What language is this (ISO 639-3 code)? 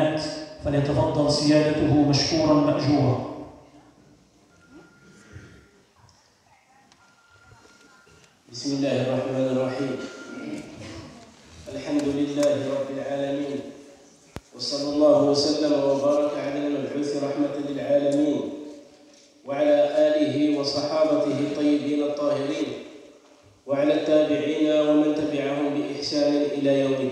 ara